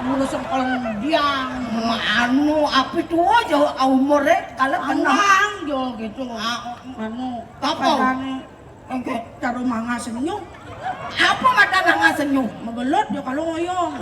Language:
Balinese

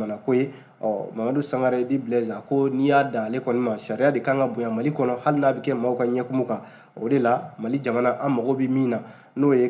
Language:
Bambara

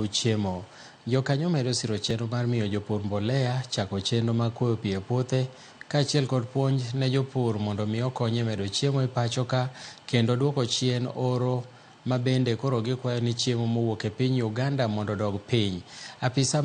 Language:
Luo (Kenya and Tanzania)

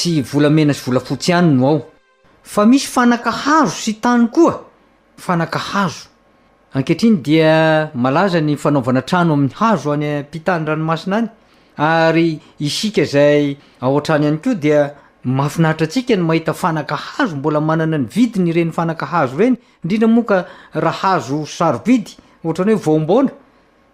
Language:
Malagasy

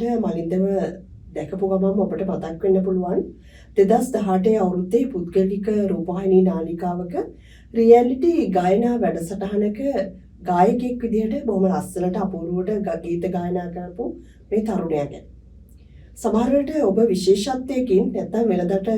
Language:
Sinhala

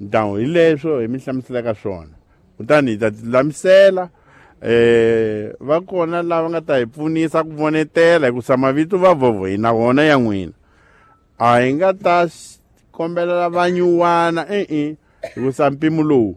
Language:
Tsonga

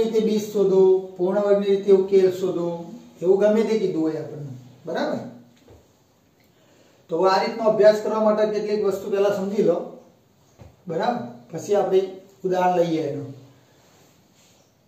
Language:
Gujarati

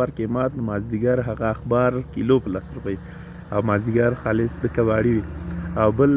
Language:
Pashto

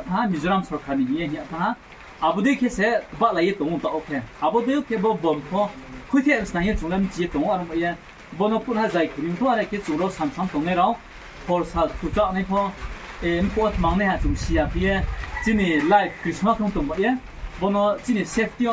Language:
Riang (India)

